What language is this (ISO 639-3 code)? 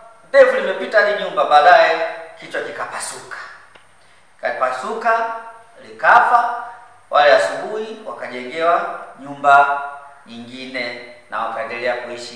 swa